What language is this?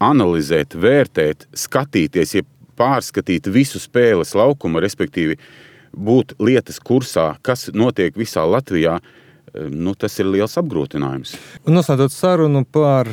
Latvian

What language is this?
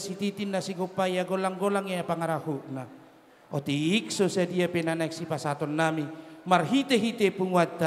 Batak Toba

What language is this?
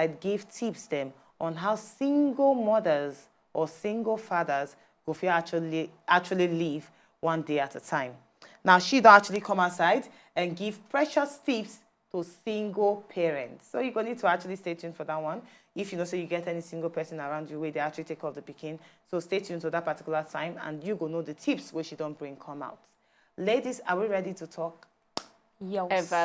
Nigerian Pidgin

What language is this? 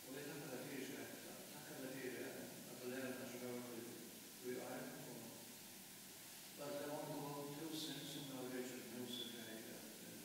Faroese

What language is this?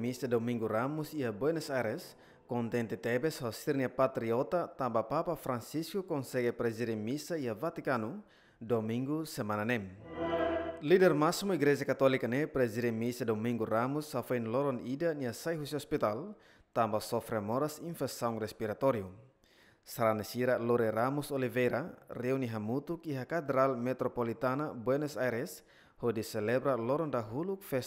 Tetum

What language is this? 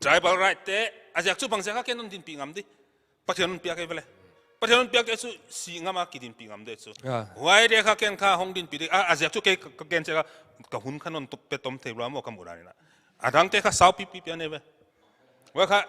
Paite Chin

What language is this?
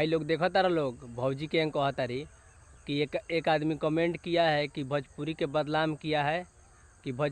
Bhojpuri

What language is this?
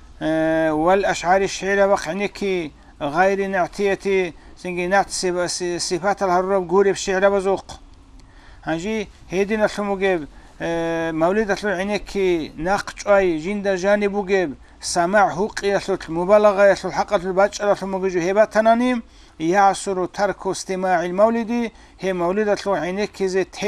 Avaric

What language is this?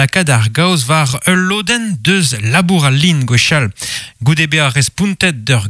Breton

